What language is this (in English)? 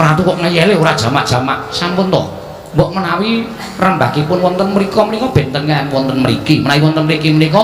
Javanese